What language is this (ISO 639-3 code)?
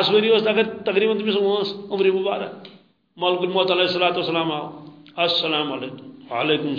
kas